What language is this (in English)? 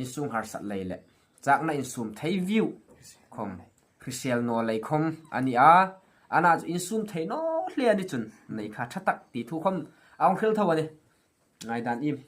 Hmar